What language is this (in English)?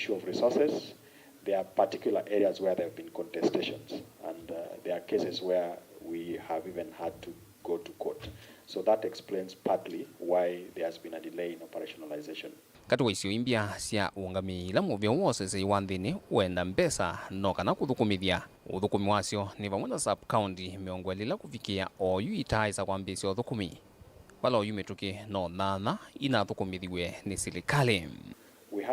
Kamba